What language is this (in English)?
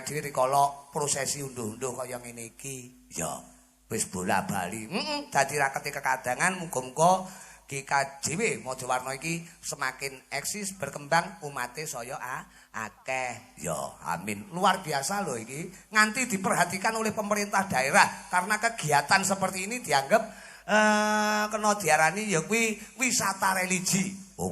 Javanese